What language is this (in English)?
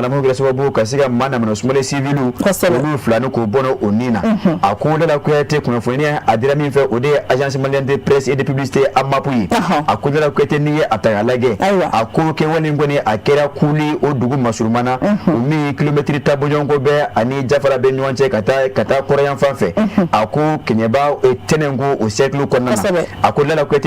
Bambara